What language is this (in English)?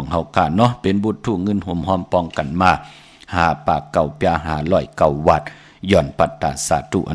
Shan